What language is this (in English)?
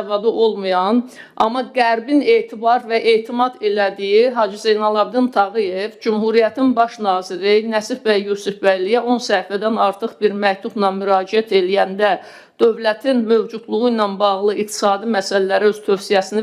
Azerbaijani